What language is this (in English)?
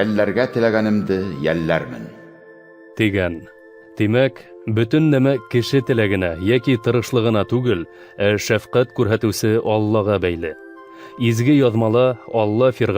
Bashkir